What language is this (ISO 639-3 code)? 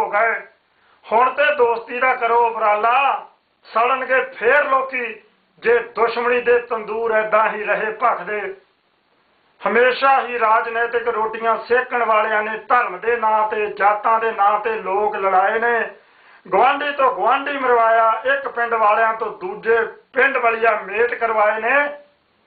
pan